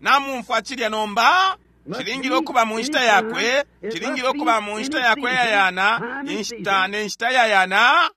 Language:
Bemba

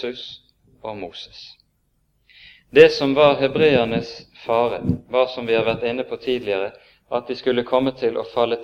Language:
Norwegian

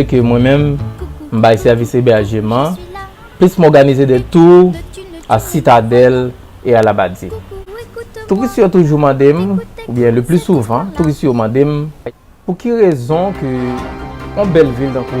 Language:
Haitian Creole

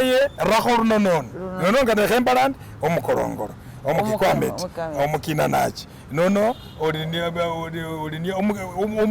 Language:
Masaaba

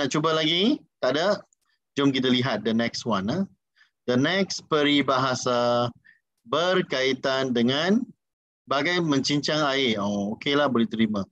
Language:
Malay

